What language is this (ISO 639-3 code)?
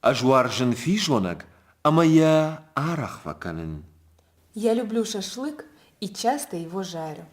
oss